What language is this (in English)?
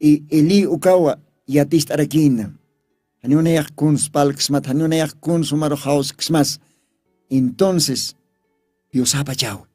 Aymara